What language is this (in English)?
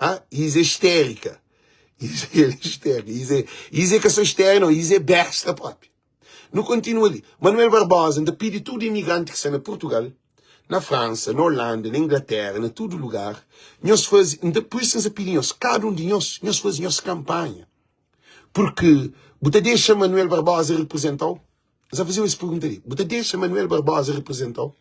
Kabuverdianu